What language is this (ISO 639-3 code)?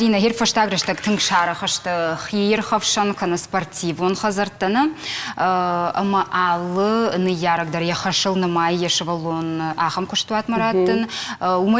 oss